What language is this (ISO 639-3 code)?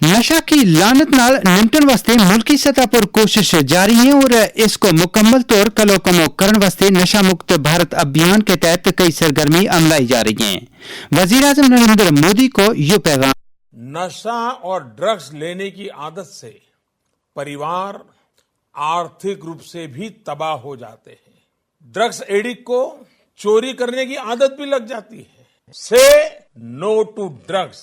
gju